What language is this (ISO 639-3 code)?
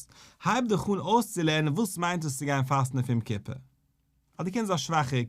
yid